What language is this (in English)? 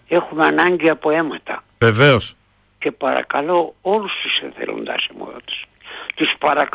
Greek